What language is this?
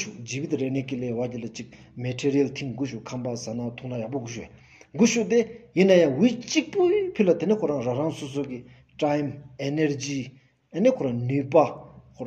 Stod Bhoti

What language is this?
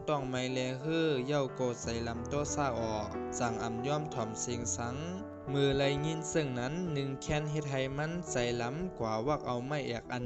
Shan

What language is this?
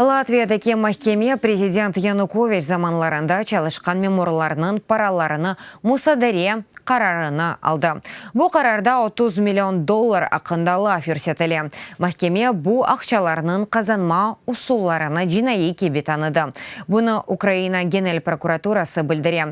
Crimean Tatar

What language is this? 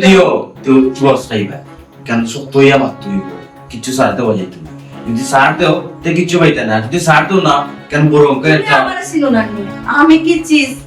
Sylheti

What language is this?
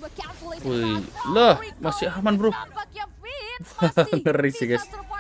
Indonesian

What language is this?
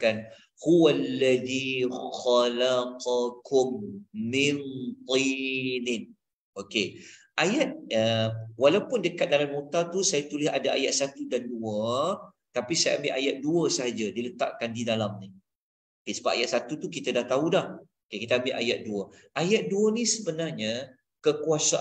Malay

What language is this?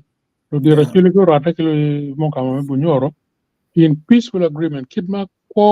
Acoli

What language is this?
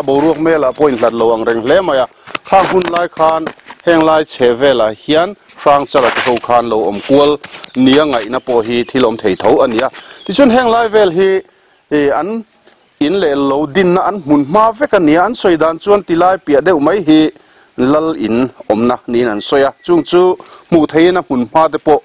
Mizo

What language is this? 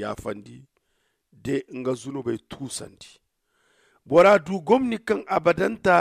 Zarma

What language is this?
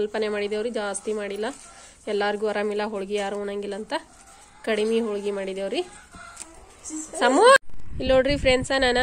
Kannada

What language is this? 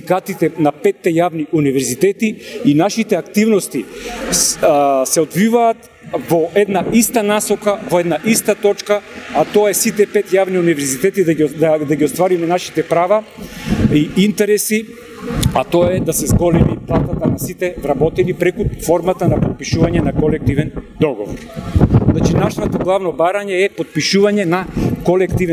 Macedonian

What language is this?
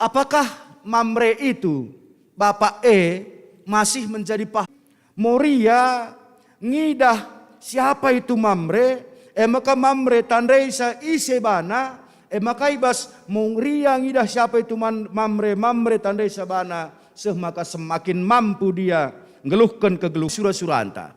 Batak Karo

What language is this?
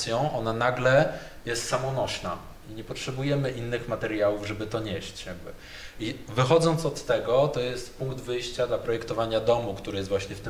Polish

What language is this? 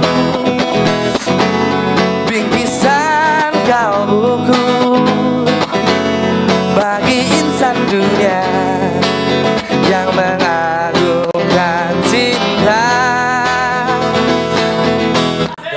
Indonesian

